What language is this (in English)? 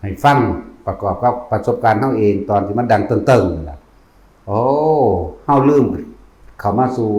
Northeastern Thai